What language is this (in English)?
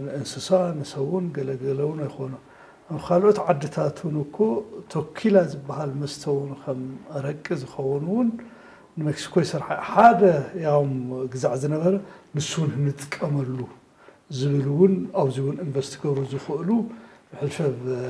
Tigrinya